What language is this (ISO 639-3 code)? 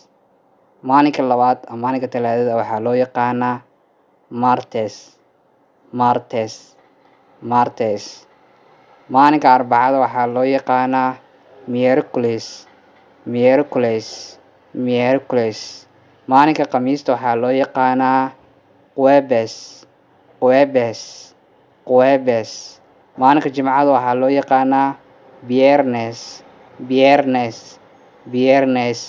som